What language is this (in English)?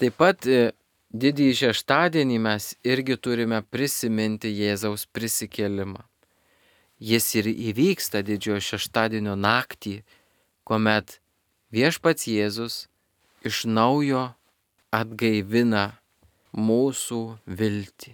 Lithuanian